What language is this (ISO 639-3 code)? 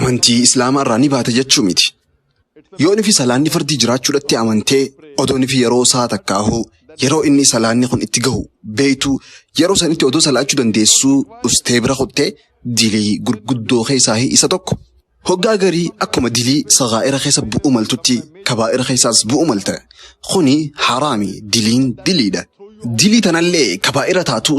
orm